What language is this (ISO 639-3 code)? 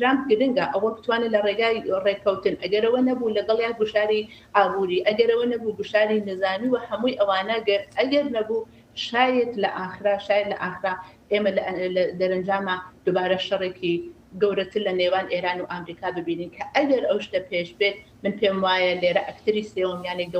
ckb